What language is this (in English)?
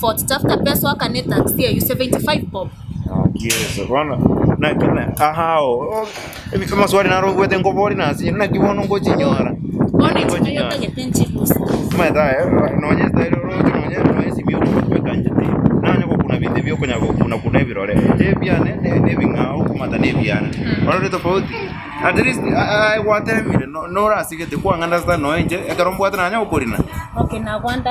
Gusii